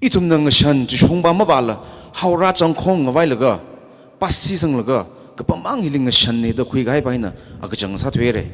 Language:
Tangkhul Naga (India)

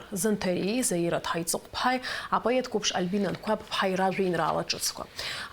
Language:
Abkhazian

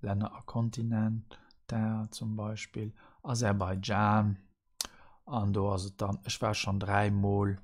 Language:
Luxembourgish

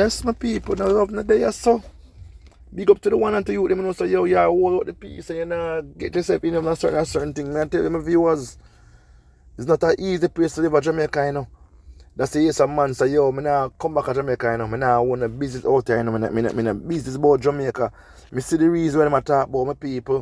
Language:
Jamaican Creole English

